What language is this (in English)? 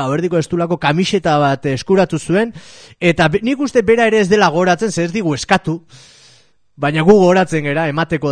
Basque